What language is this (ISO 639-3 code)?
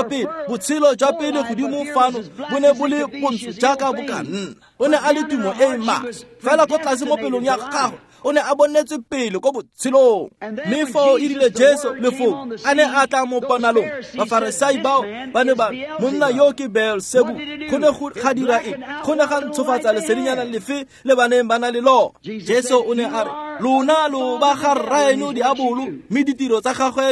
tsn